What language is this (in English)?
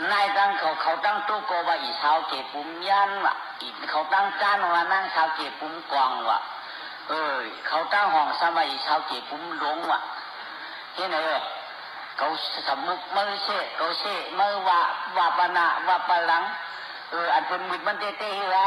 Shan